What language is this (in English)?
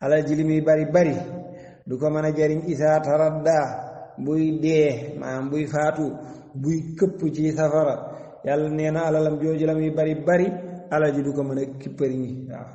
Wolof